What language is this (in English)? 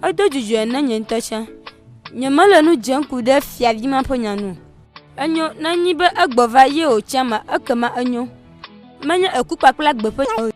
Ewe